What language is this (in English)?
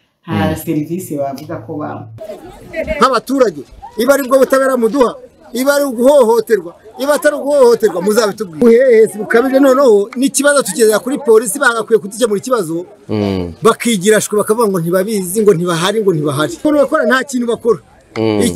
Kinyarwanda